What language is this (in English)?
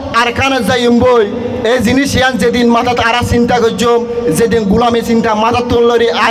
Rohingya